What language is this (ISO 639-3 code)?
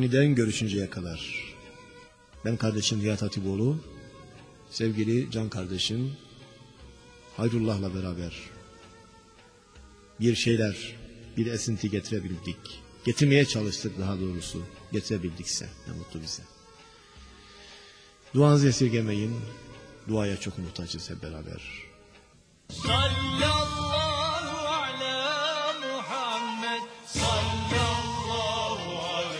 tur